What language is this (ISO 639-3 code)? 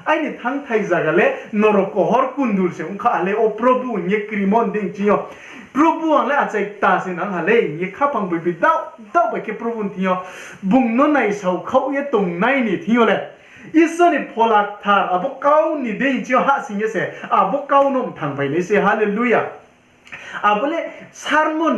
ria